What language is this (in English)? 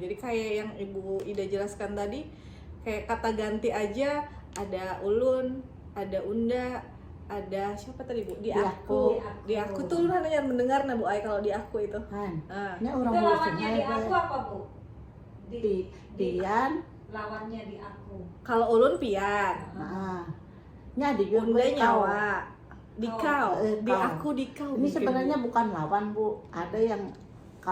Banjar